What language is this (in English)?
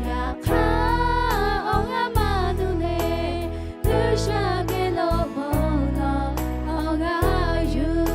Lahu